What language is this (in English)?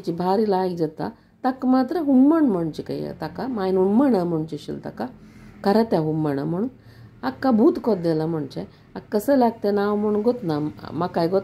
Konkani